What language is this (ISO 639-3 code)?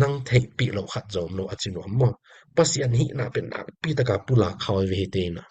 ctd